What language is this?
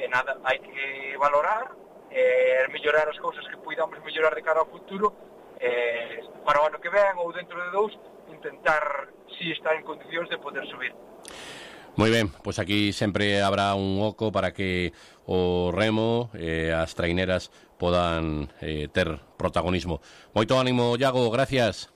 Galician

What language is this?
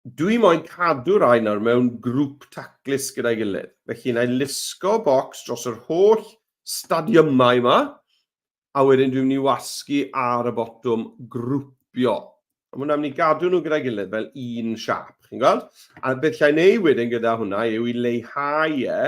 Welsh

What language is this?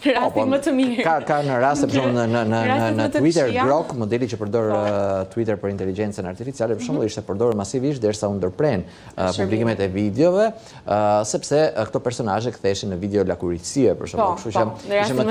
Albanian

